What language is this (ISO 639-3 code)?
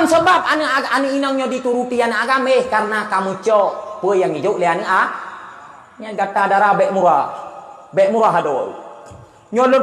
ace